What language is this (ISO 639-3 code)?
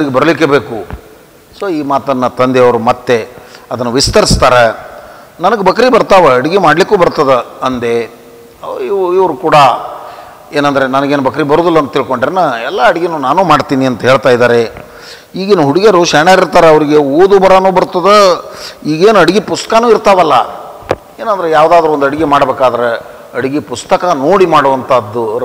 kan